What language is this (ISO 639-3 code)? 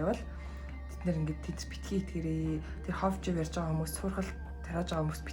mon